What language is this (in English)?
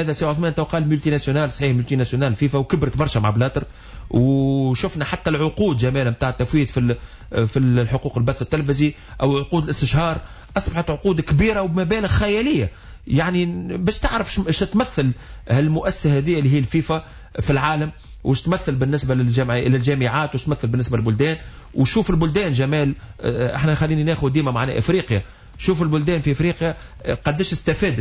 Tunisian Arabic